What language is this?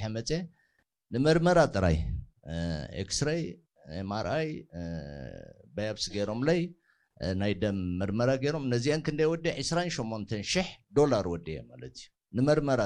Tigrinya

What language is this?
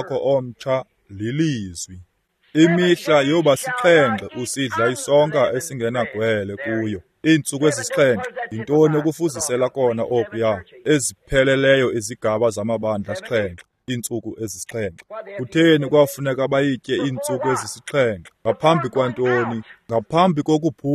Xhosa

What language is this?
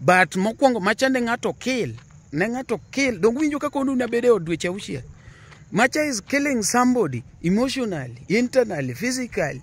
Luo (Kenya and Tanzania)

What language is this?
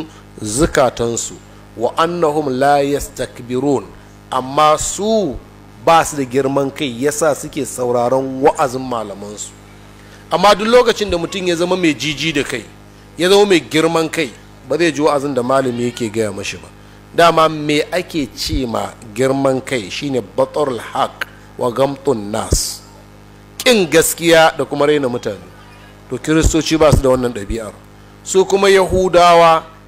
Hausa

